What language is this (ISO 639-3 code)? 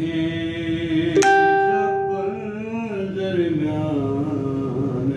skr